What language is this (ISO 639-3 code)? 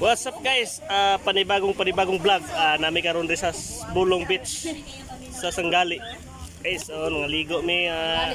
ceb